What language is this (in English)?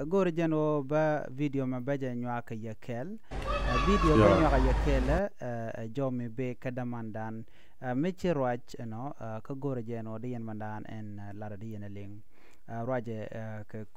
Nuer